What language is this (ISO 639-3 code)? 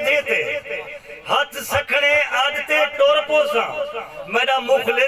skr